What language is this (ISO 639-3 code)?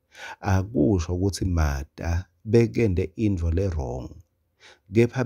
ssw